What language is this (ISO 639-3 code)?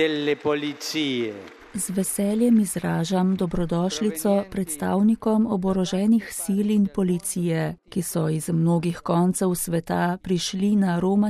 slv